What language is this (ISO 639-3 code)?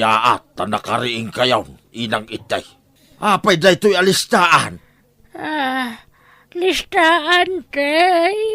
ilo